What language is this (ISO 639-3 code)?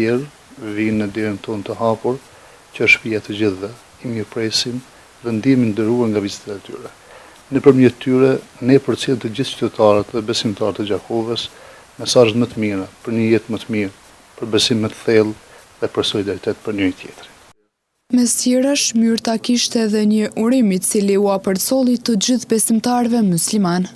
sqi